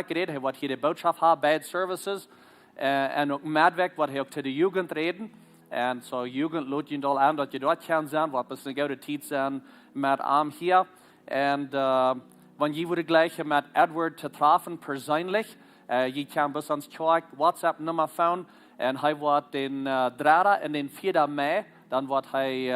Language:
Plautdietsch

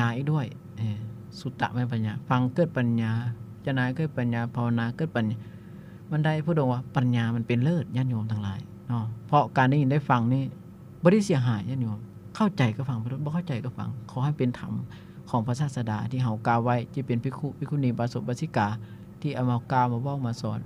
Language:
Lao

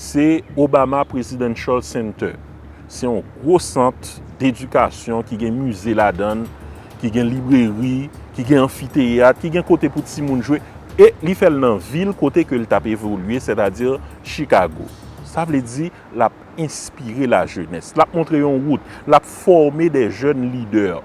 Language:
Haitian Creole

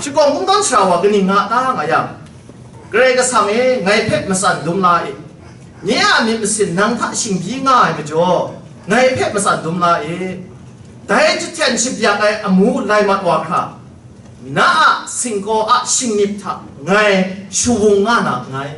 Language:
Kachin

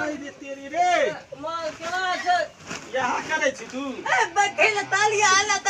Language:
Maithili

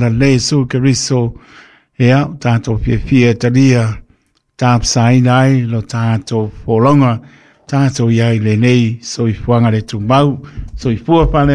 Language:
Samoan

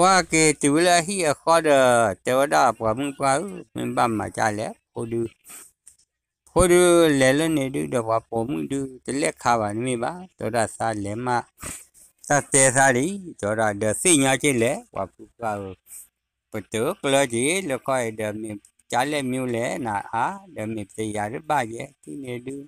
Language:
S'gaw Karen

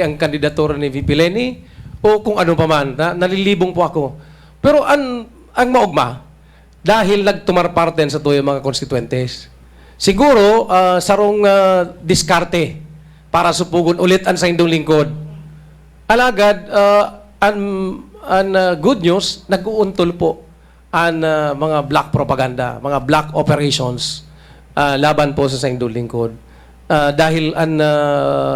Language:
Bikol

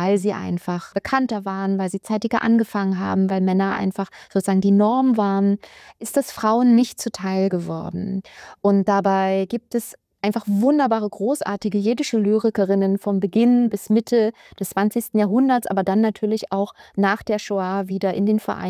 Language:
German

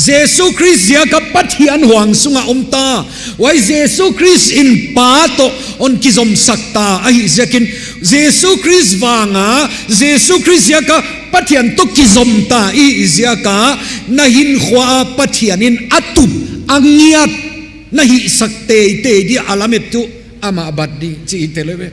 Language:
Tedim Chin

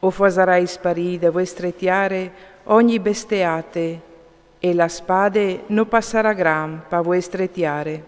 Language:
Friulian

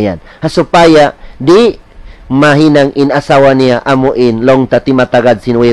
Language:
Tausug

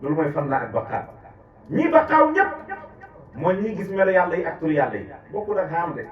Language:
Wolof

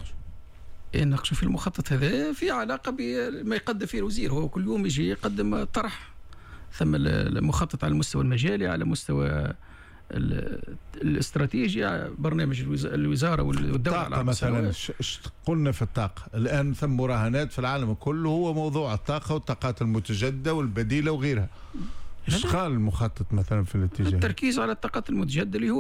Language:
Tunisian Arabic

